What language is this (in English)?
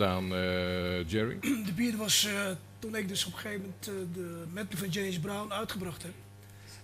Dutch